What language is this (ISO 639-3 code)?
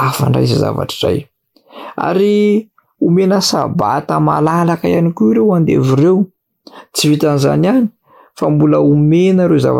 mlg